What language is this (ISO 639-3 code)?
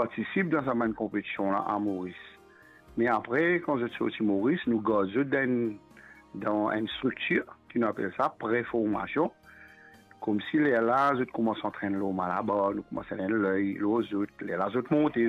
mfe